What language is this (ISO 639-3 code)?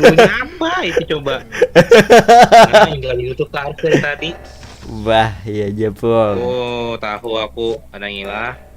bjn